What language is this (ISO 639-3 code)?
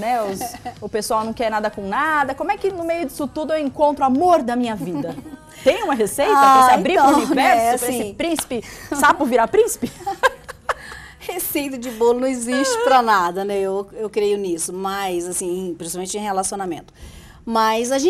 por